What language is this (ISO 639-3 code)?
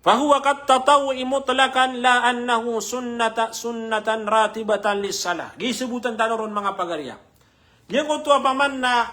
mrw